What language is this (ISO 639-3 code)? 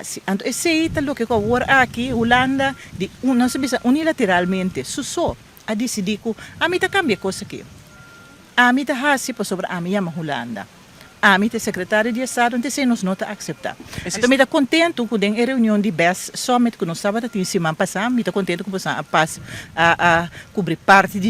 pap